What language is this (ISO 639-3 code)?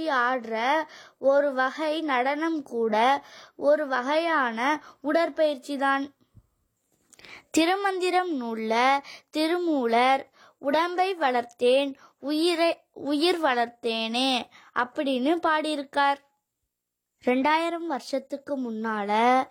tam